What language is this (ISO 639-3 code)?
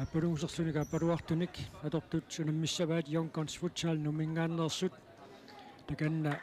kal